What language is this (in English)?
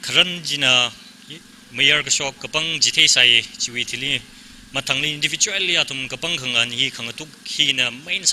Tangkhul Naga (India)